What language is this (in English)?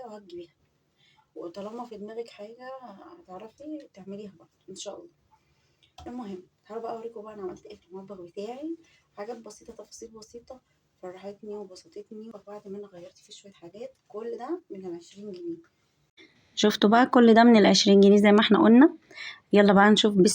Egyptian Arabic